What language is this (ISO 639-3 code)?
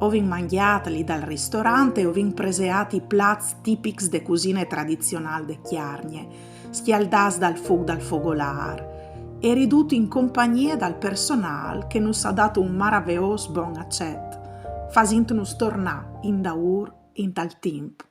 fur